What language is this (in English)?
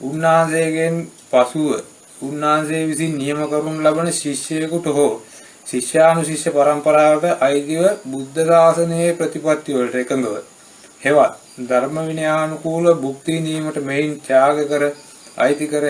Sinhala